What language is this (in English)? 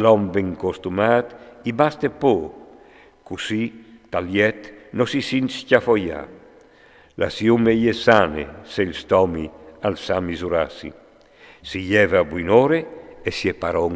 Friulian